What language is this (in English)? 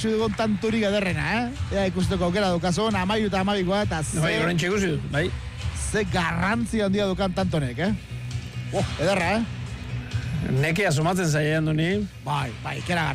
Basque